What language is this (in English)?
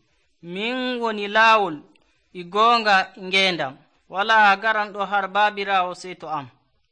Nigerian Fulfulde